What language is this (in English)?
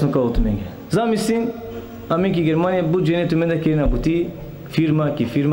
Balkan Romani